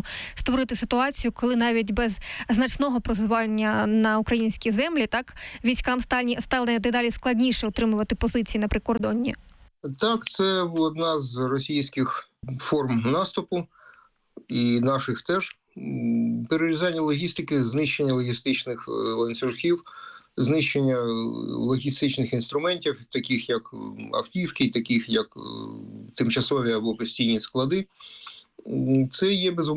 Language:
Ukrainian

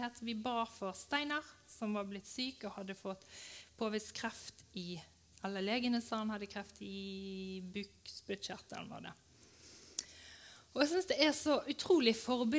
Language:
Norwegian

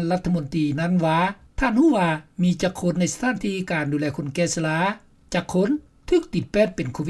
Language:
Lao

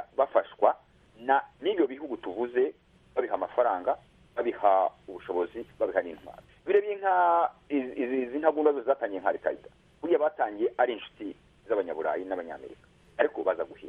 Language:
Kinyarwanda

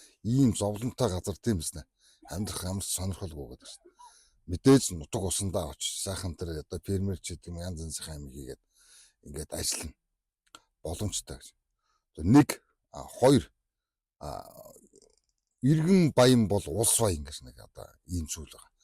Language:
Mongolian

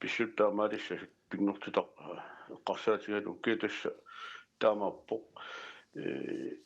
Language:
Kalaallisut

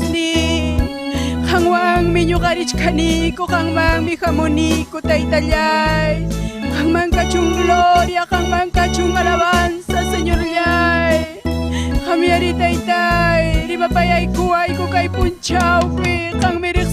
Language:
Ayacucho Quechua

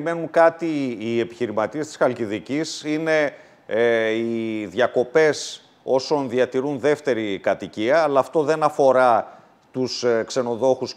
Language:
Greek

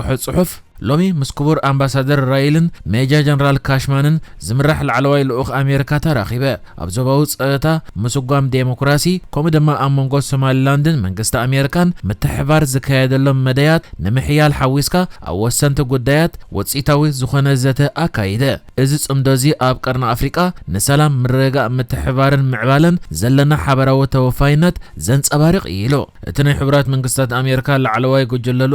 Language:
Tigrinya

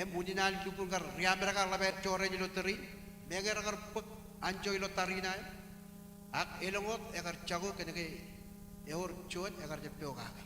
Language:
Marshallese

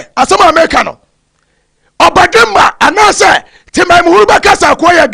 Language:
Akan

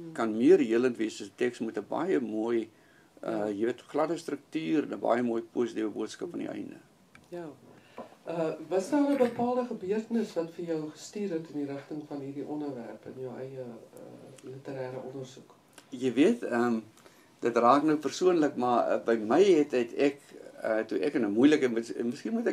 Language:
Afrikaans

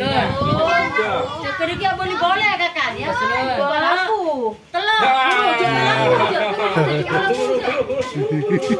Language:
Malay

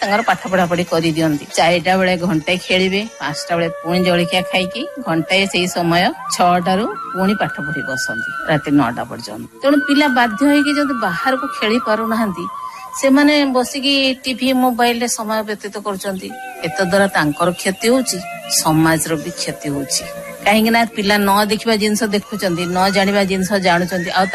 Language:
Odia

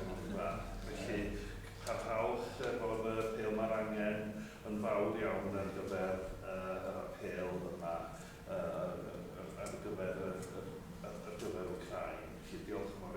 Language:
Welsh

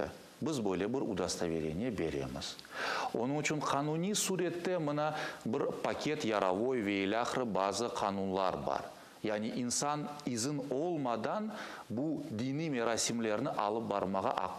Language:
Crimean Tatar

